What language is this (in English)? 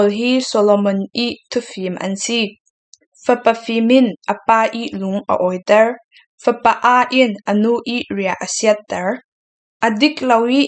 Falam Chin